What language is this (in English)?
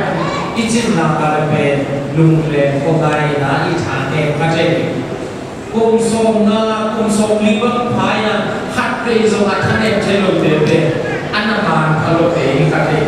Tedim Chin